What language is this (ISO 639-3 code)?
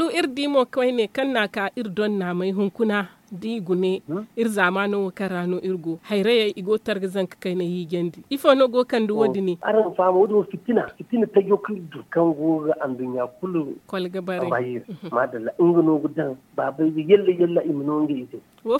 dje